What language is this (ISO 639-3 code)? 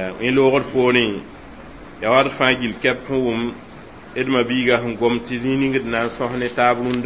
mos